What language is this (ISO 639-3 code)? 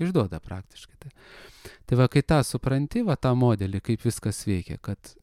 lit